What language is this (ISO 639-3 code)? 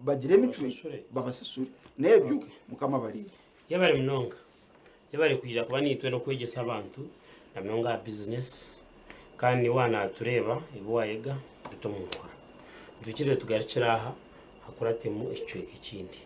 nyn